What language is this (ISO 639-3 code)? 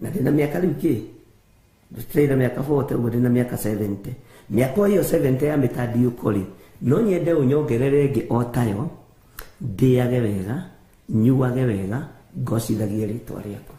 kik